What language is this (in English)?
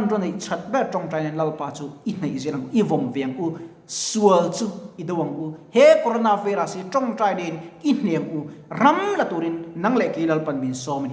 Mizo